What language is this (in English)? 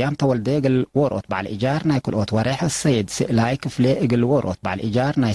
Tigre